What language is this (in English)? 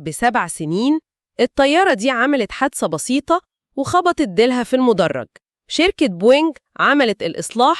Egyptian Arabic